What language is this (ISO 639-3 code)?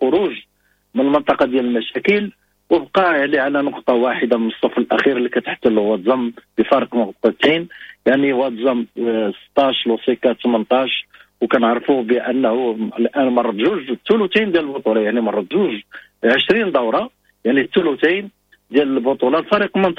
ary